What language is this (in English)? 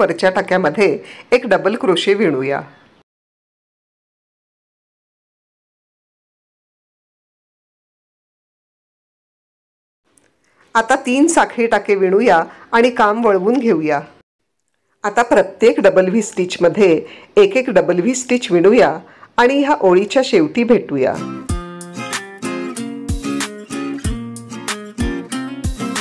Marathi